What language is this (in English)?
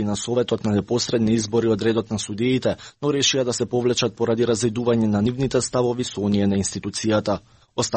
Macedonian